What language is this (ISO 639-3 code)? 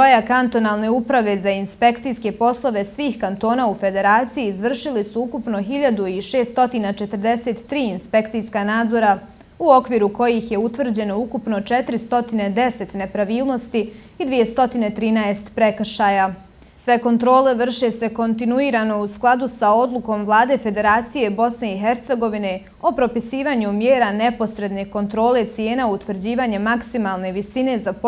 bos